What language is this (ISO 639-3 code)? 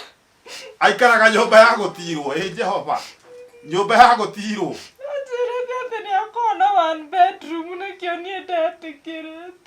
kik